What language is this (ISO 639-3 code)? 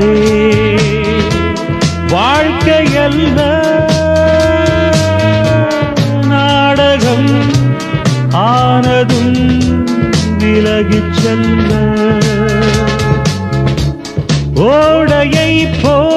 tam